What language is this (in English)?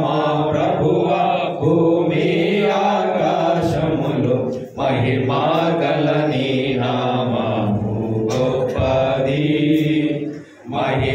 Telugu